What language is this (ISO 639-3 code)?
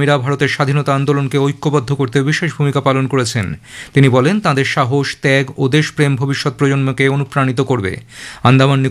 ben